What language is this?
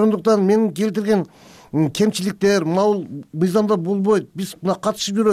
Kyrgyz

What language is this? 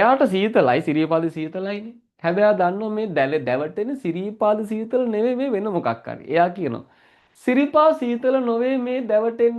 Sinhala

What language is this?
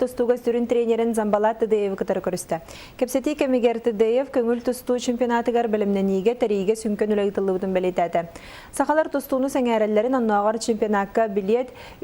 Yakut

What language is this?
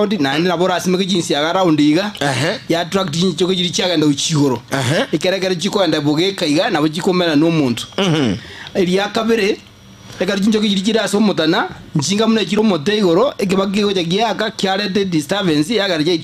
Gusii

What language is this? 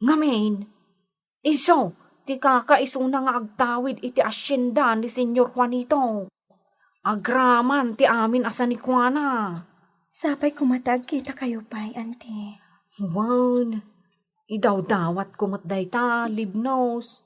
Iloko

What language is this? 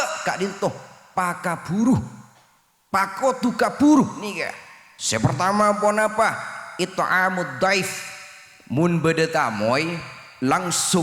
Madurese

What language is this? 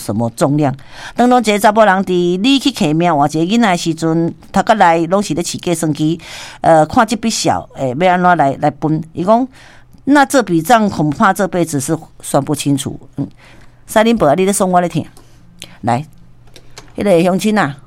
Min Nan Chinese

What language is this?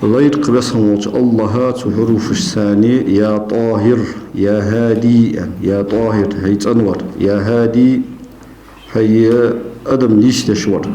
Ingush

